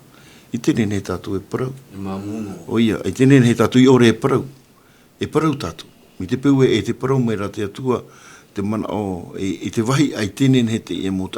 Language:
Tahitian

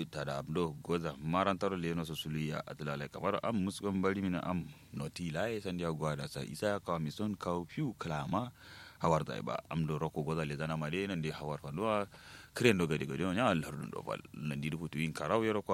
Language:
Kanuri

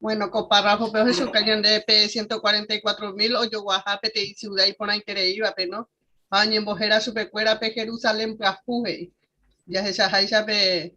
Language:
Guarani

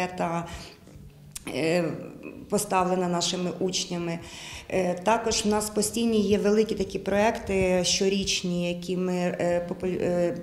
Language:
Ukrainian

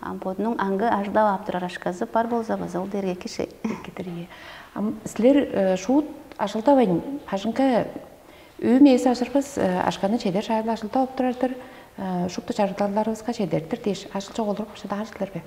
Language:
Tuvinian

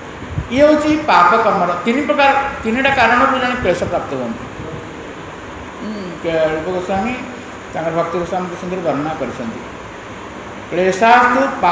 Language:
Odia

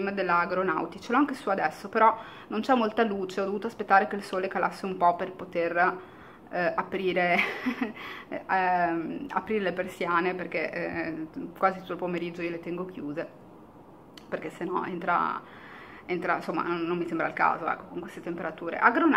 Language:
Italian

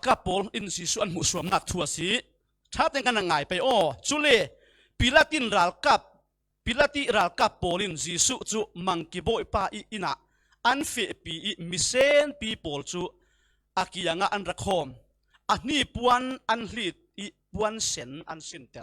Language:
Falam Chin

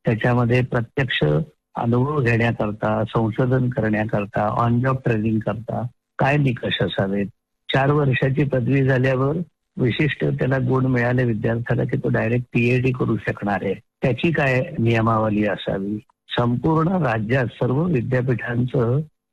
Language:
Marathi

